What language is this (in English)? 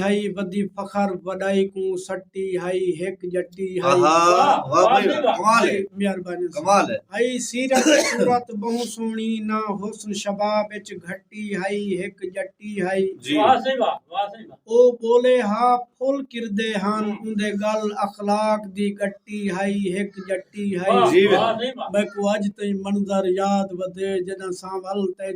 Saraiki